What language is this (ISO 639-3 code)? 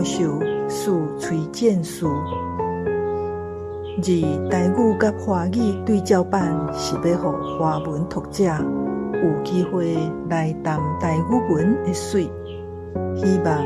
nan